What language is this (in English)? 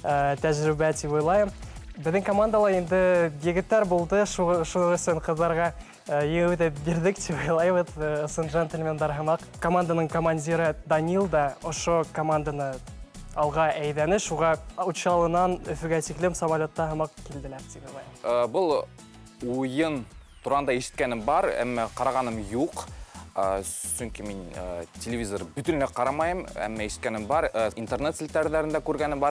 Bashkir